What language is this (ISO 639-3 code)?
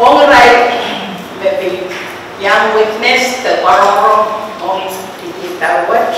pon